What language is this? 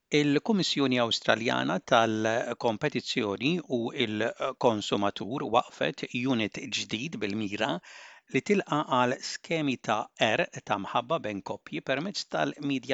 Maltese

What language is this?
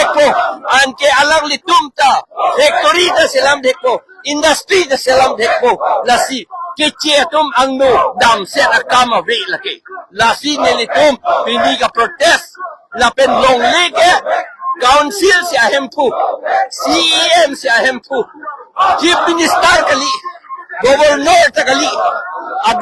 Karbi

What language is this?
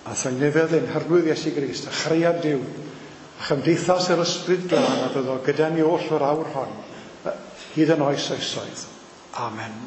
Welsh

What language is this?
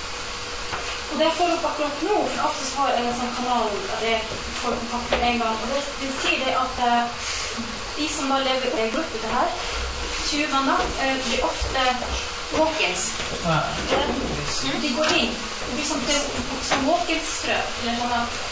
Norwegian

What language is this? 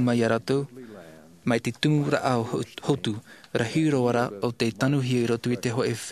Tahitian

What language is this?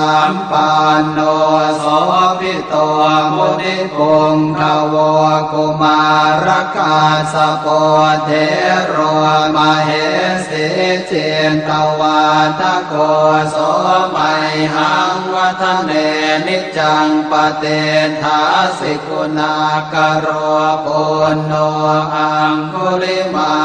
Pali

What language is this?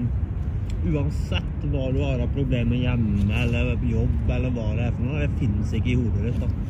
Norwegian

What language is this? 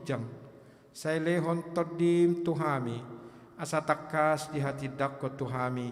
Batak Toba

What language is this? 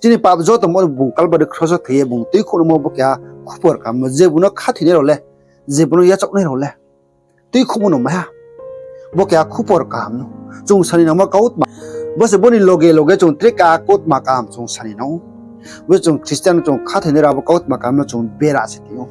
Riang (India)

